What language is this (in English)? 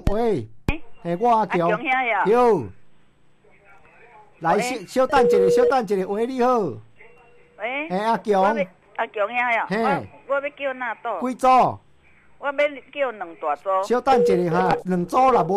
Min Nan Chinese